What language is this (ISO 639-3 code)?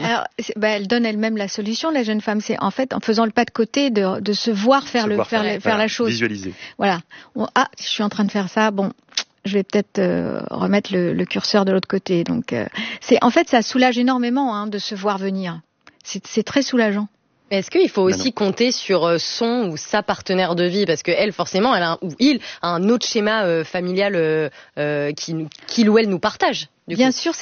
fra